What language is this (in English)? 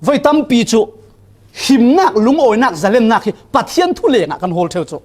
Falam Chin